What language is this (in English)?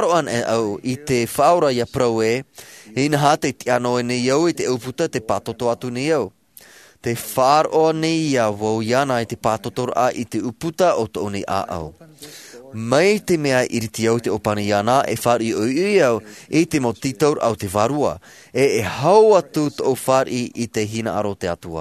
Tahitian